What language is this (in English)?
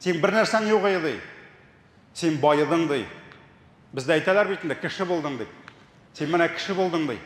Tatar